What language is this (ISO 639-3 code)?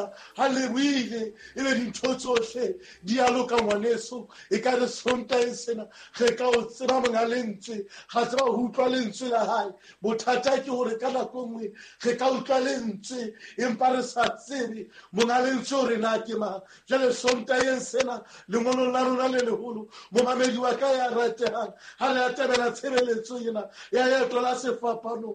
sot